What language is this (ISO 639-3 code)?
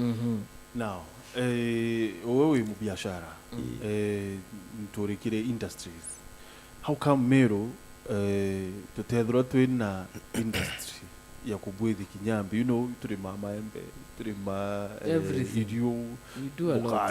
mer